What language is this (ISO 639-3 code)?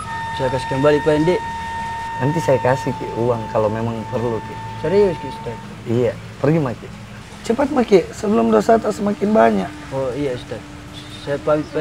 mfp